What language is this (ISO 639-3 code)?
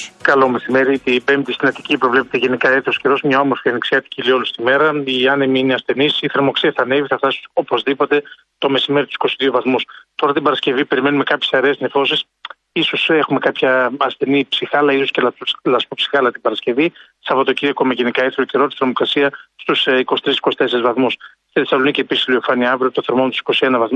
ell